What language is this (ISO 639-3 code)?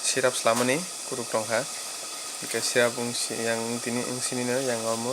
trp